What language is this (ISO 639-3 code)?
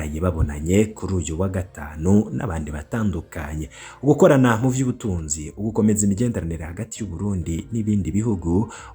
run